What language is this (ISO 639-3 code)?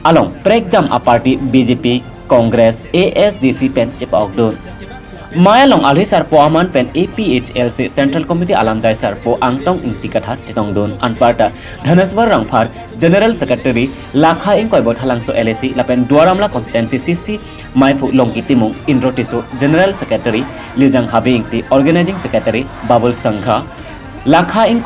mjw